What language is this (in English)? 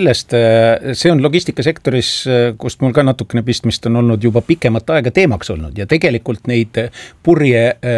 Estonian